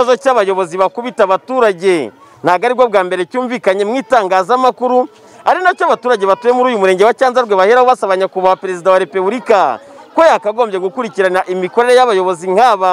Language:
Kinyarwanda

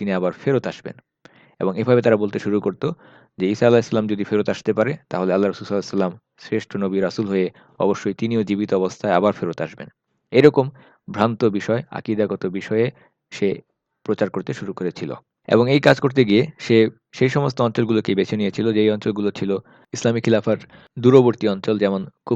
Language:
Bangla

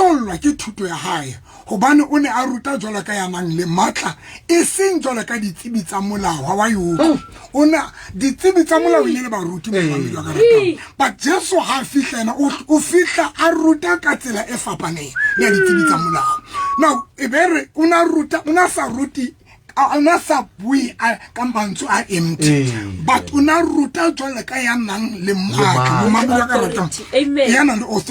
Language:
Southern Sotho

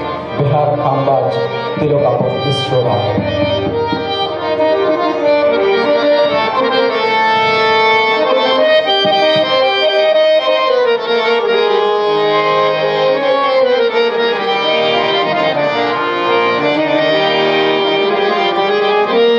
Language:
Bangla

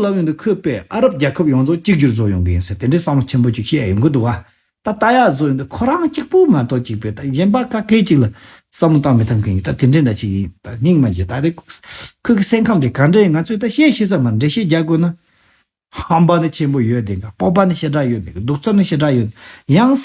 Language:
Tibetan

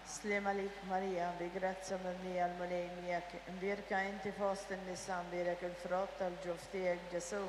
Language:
Maltese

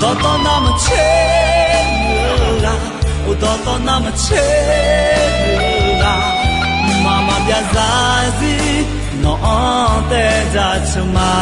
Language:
Akha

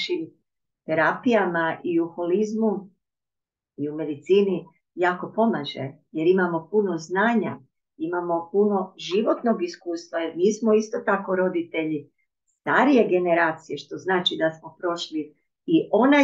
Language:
Croatian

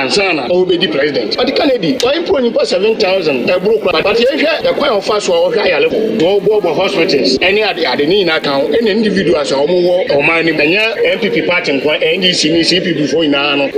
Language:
Akan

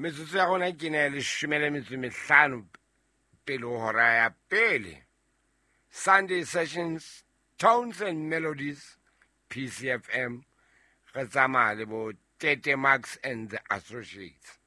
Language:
Southern Sotho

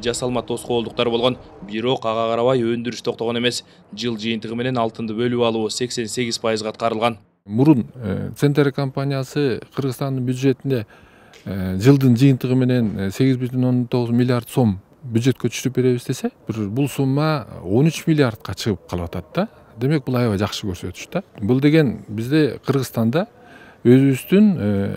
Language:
Kyrgyz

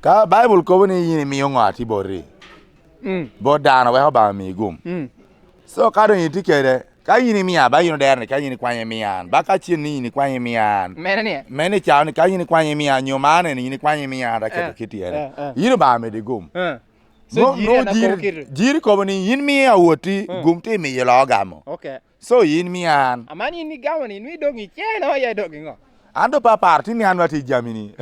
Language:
Lango (Uganda)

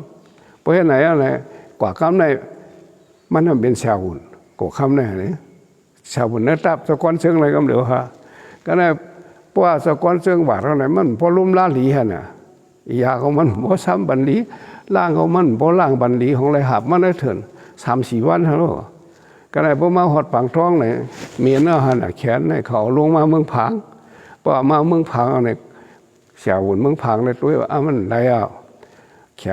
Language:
Shan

